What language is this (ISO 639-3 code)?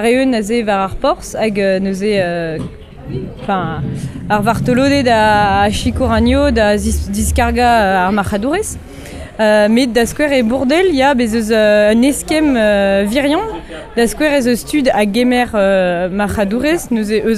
bre